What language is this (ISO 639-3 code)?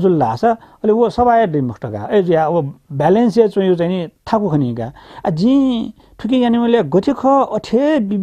new